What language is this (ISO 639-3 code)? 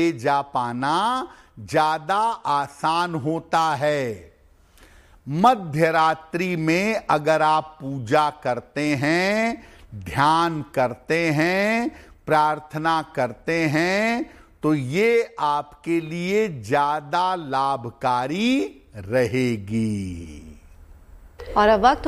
hin